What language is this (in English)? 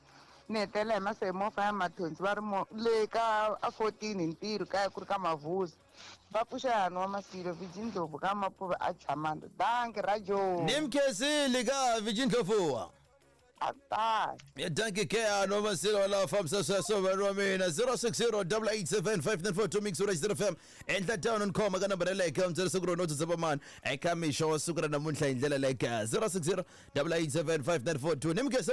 Tsonga